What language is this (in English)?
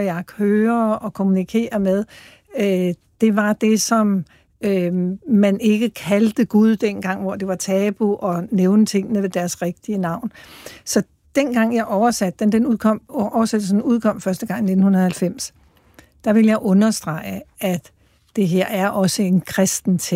Danish